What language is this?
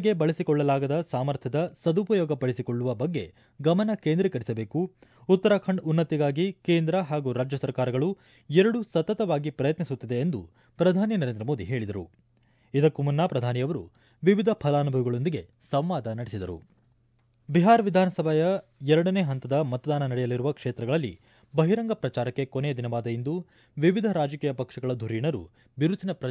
Kannada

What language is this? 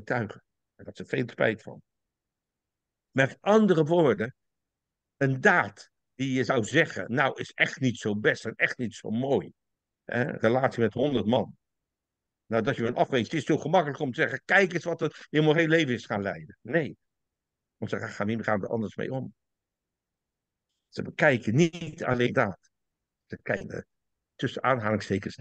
Dutch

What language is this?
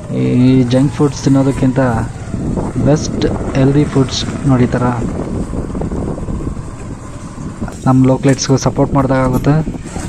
Kannada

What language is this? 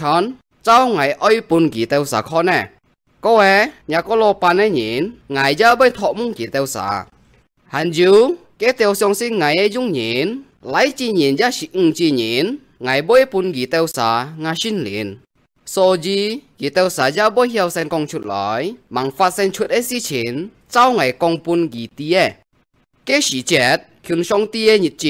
Hakka Chinese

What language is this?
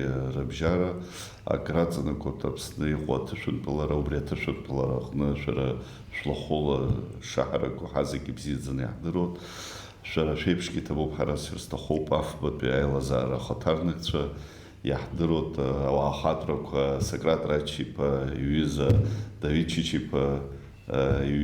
Abkhazian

